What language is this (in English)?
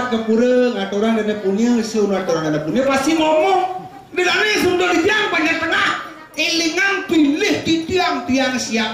Balinese